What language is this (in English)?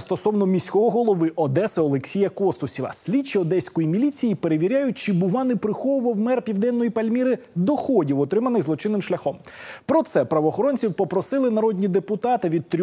Ukrainian